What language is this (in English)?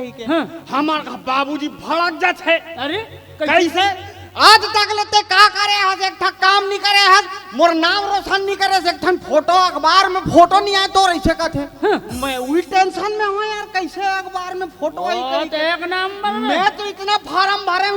Chhattisgarhi